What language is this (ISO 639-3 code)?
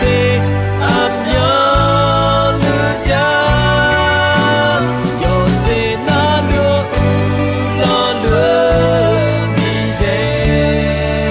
ahk